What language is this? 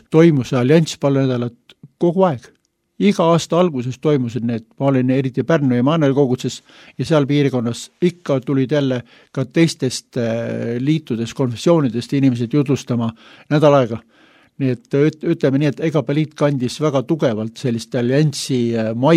Estonian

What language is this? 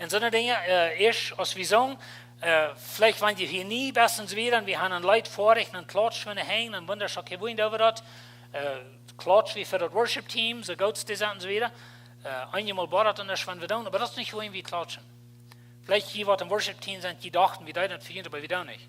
Plautdietsch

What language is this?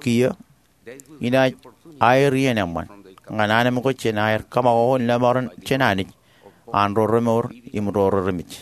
Marshallese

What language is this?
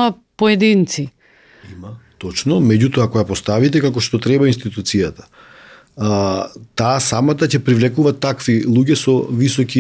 Macedonian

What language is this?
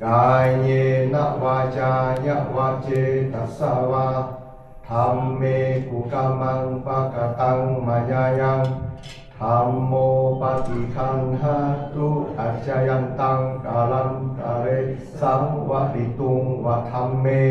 Pali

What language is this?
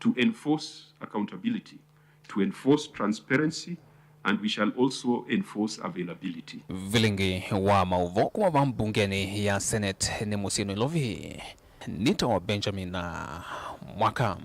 Kamba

